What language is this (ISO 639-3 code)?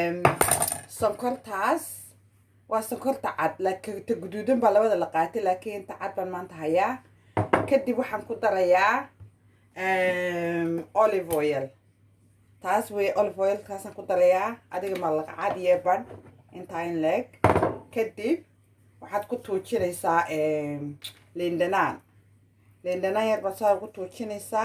som